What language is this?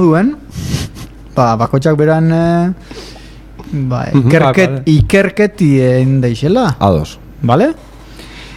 Basque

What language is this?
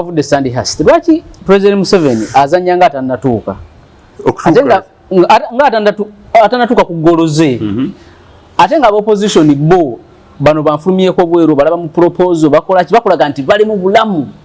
Ganda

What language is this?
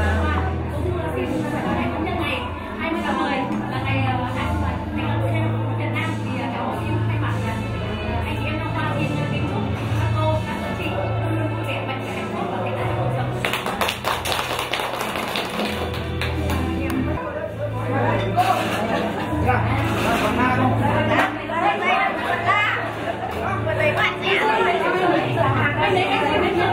Vietnamese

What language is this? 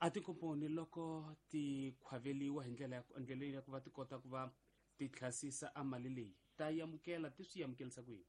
Tsonga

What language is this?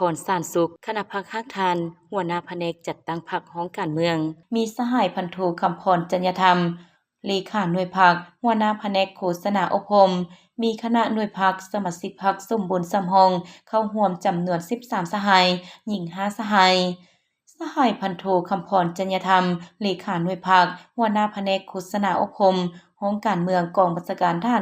Lao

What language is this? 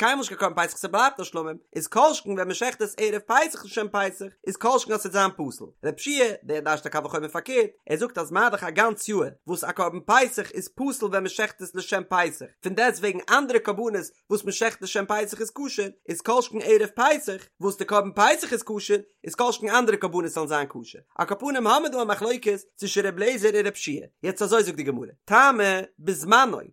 Yiddish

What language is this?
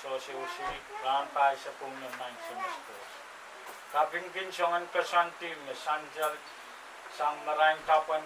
Pohnpeian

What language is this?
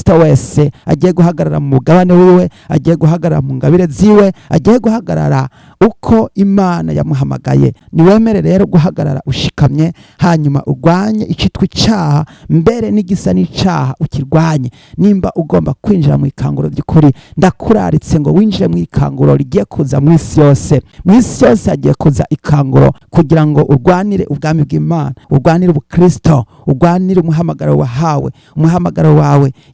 Rundi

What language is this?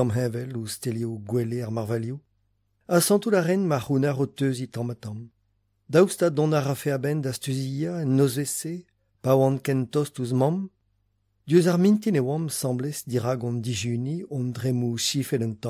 Breton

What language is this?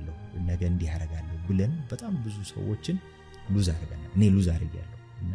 Amharic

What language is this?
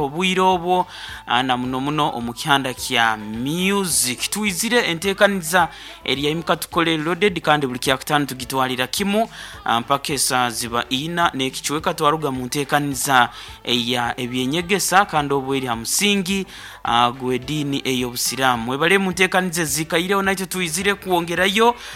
Nyankole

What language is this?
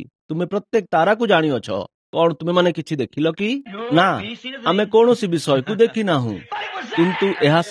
Odia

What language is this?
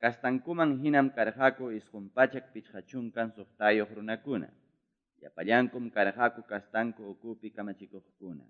Ayacucho Quechua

